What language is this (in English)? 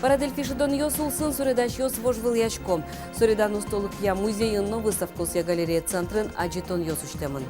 Udmurt